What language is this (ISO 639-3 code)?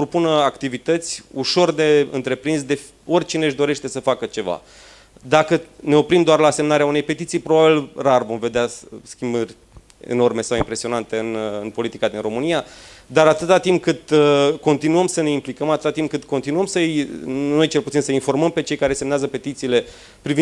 ron